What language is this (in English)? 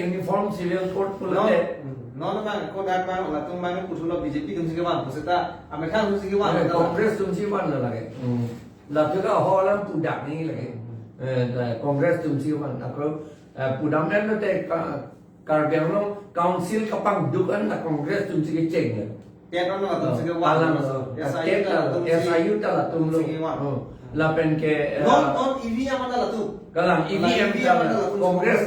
Karbi